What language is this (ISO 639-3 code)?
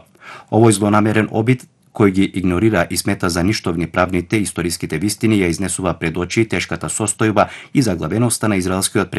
mkd